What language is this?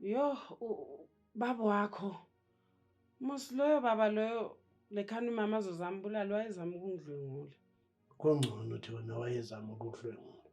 Zulu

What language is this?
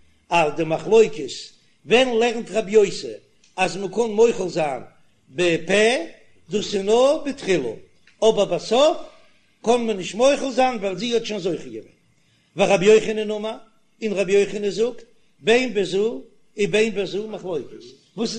Yiddish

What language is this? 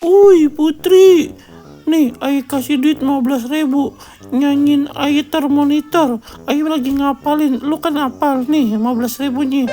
Betawi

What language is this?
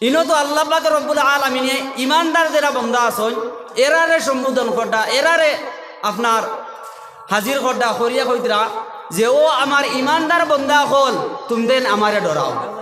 Sylheti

